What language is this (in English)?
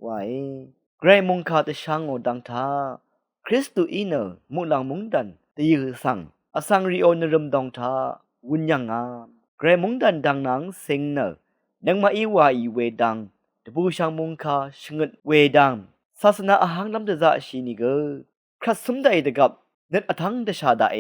Rawang